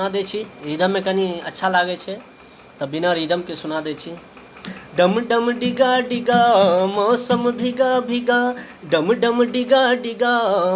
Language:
Maithili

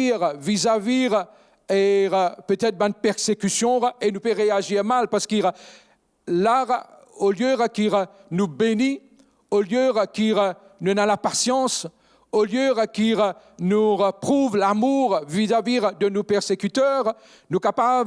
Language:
Morisyen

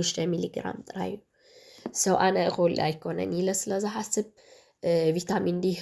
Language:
Tigrinya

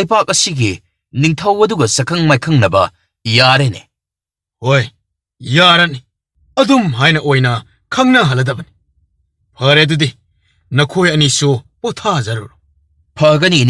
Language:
Manipuri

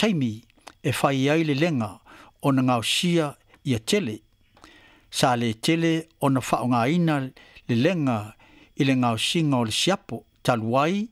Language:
Samoan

